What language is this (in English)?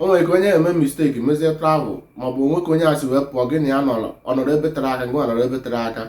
Igbo